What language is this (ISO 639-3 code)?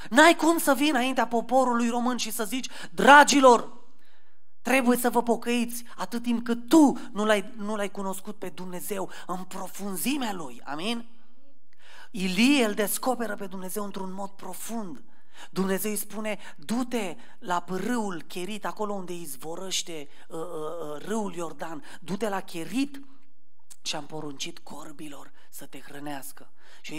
ron